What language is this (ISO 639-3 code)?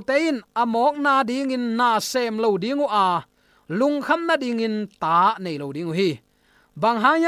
ctd